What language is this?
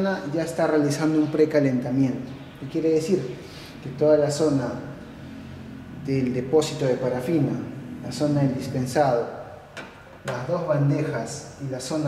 Spanish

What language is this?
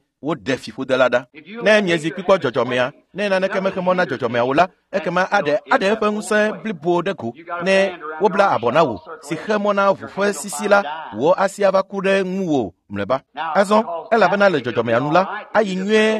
Ewe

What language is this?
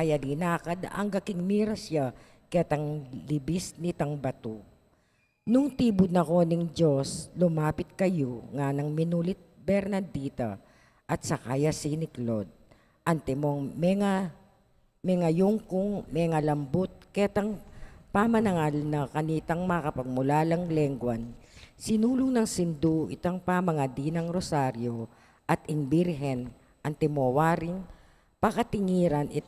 Pampanga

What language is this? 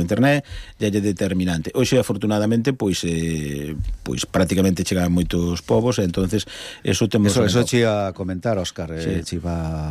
Galician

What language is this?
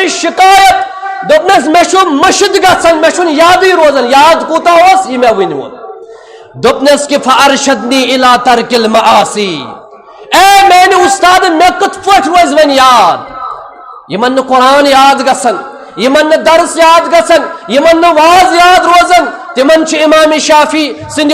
Kashmiri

